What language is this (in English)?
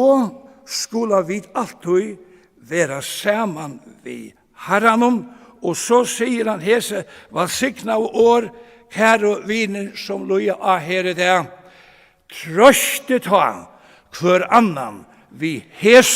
Faroese